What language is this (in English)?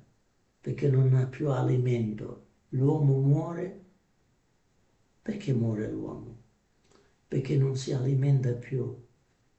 Italian